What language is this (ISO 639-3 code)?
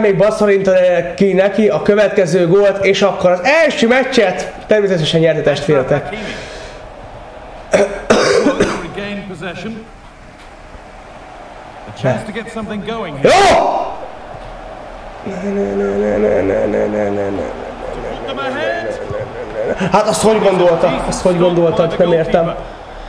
hun